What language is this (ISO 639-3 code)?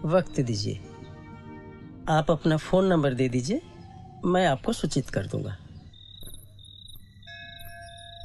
hin